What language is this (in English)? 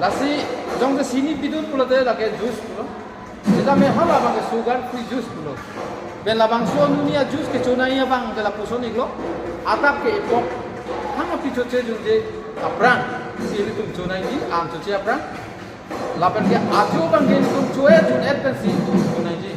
Karbi